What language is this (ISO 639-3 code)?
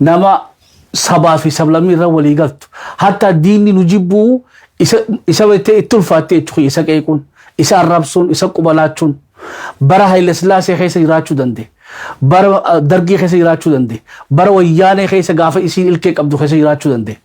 orm